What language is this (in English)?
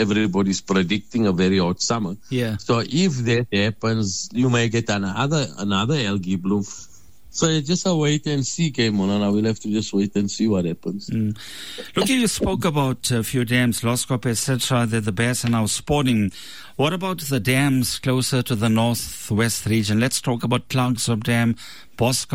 English